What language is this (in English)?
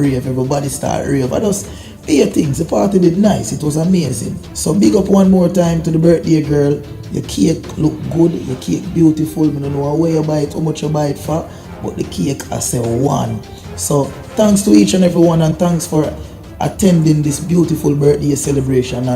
Jamaican Creole English